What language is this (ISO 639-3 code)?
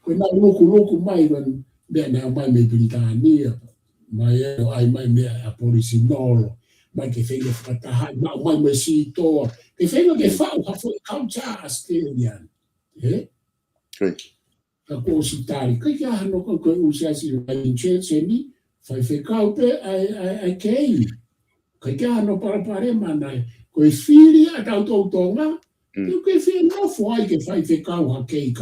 ton